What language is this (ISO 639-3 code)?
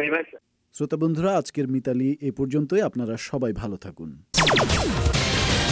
ben